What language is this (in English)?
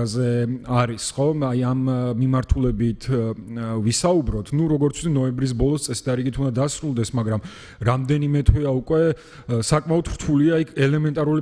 Georgian